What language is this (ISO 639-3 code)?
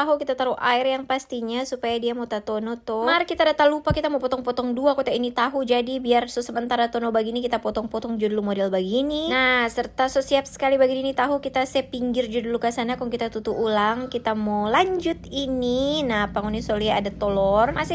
xmm